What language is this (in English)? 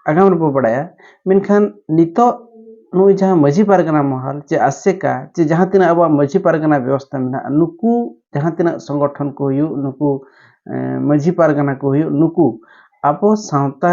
Santali